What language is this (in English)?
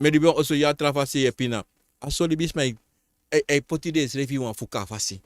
Sranan Tongo